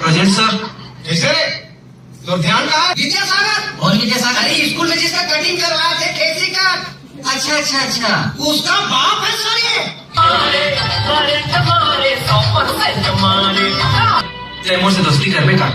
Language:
Chhattisgarhi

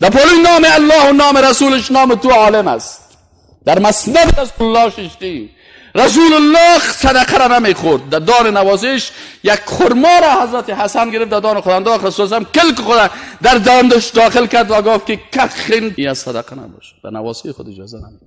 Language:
Persian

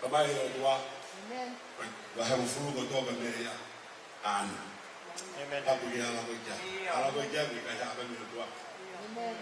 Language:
Tongan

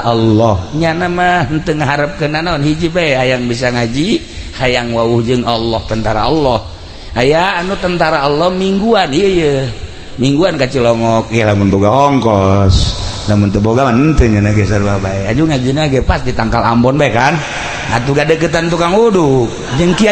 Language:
Sundanese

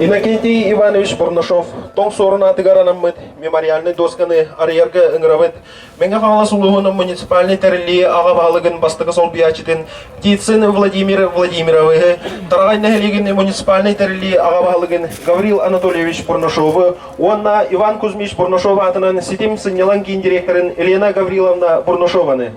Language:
Yakut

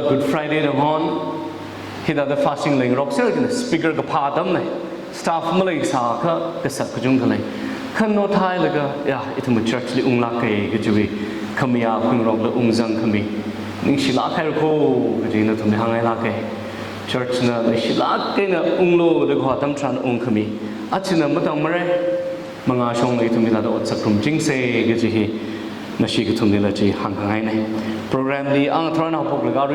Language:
Tangkhul Naga (India)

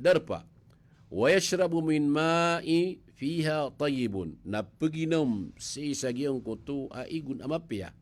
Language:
Maranao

